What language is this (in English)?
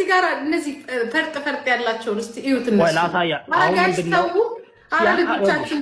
Amharic